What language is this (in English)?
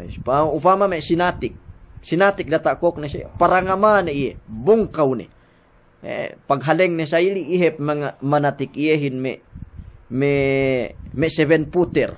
Yakan